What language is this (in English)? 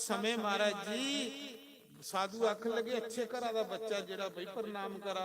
Dogri